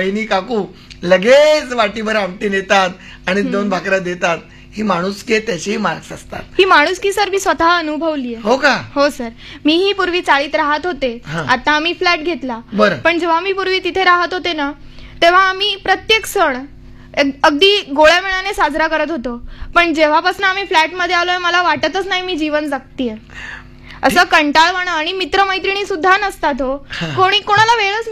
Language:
Marathi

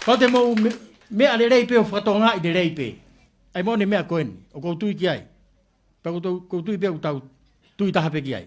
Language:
Tongan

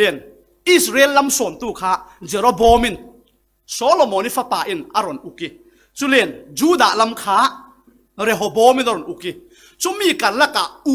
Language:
Falam Chin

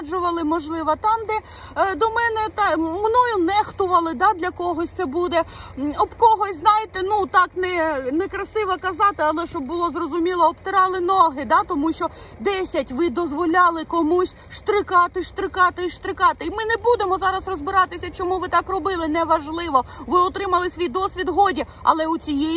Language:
Ukrainian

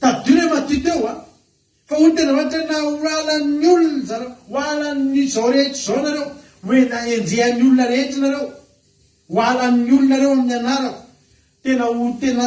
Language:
Malagasy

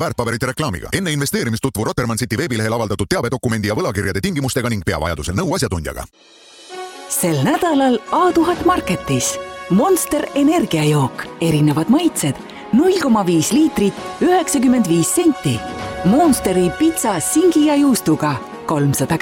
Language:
Estonian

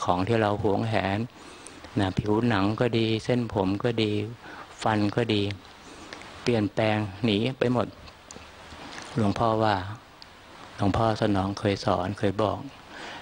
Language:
Thai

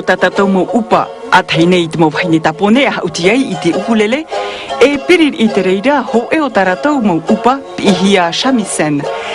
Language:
Tahitian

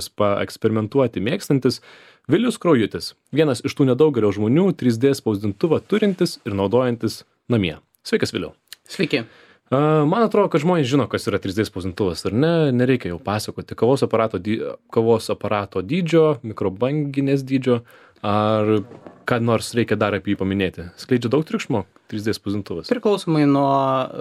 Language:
Lithuanian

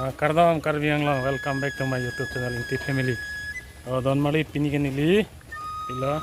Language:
Karbi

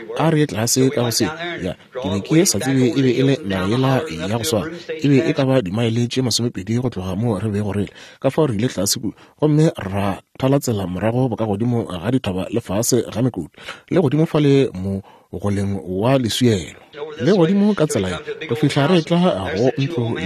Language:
Northern Sotho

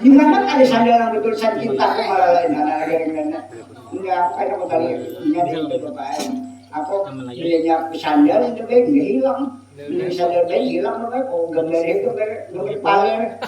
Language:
Banjar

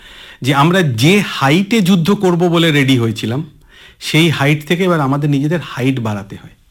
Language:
Bangla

